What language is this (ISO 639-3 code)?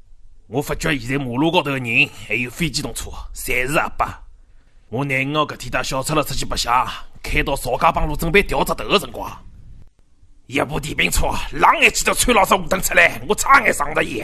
wuu